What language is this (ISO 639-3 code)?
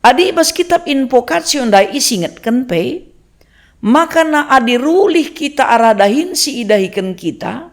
btx